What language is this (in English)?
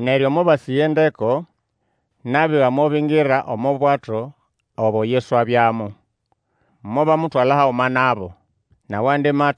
Nande